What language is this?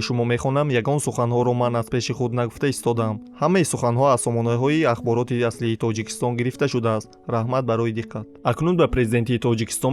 Tajik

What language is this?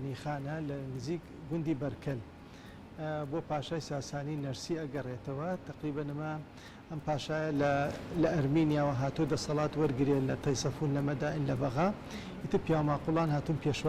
Central Kurdish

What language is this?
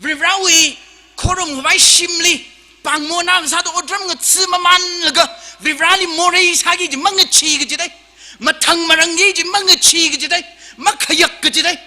Tangkhul Naga (India)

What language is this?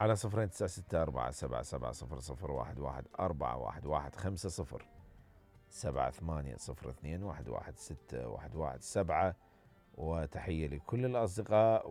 Mesopotamian Arabic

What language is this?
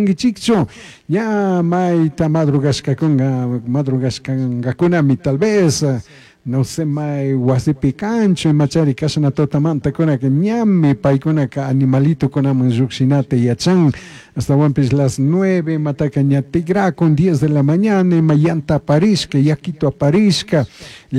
Chimborazo Highland Quichua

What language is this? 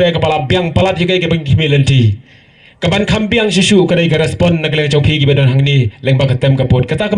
Khasi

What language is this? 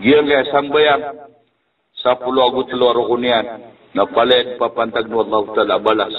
Maranao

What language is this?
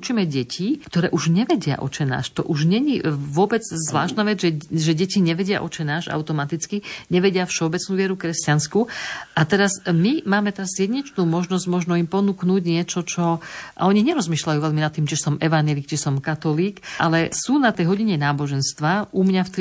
Slovak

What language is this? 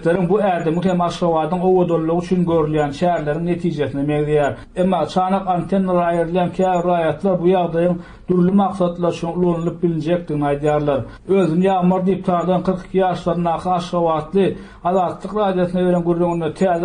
Turkmen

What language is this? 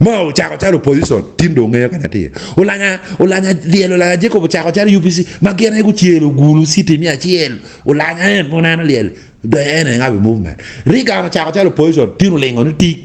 Acoli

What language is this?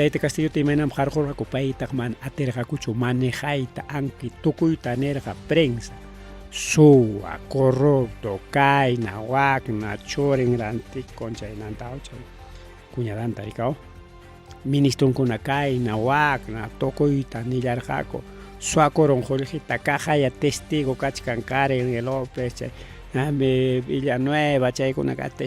Ayacucho Quechua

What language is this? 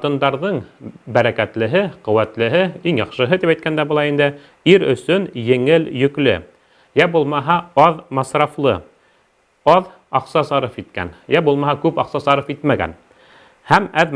Bashkir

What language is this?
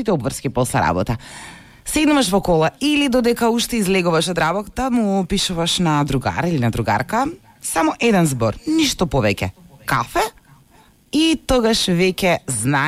Macedonian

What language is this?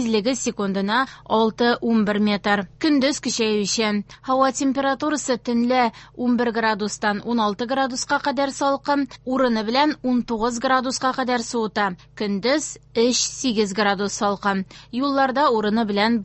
Tatar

